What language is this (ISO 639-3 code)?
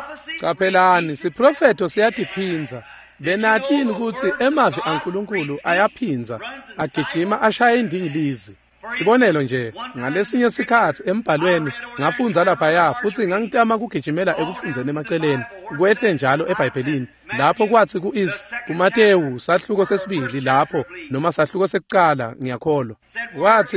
ssw